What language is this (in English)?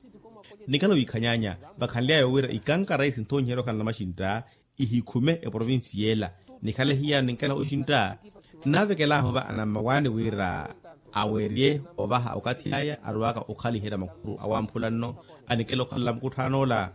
Makhuwa